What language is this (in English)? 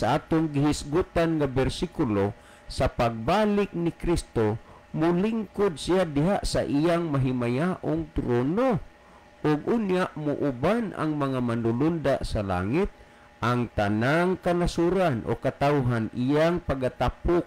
Cebuano